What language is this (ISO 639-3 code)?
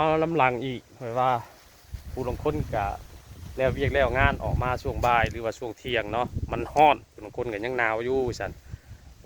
lao